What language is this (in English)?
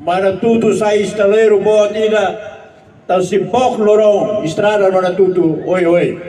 Tetum